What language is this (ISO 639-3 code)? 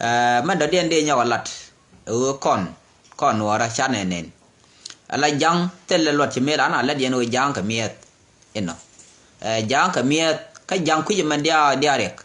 nus